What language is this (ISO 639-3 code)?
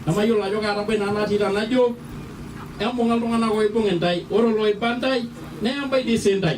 mas